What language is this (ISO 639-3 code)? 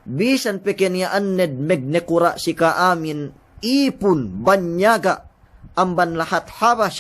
yka